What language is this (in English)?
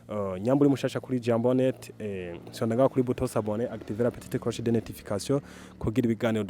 Rundi